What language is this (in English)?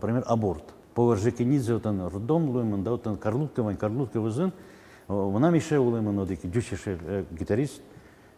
Udmurt